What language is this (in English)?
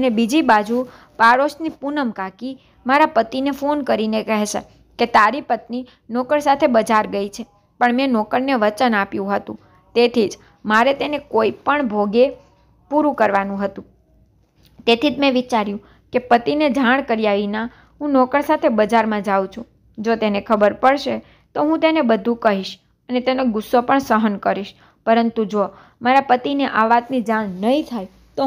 Gujarati